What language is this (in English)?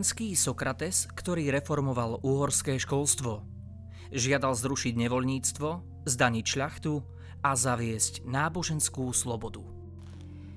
Slovak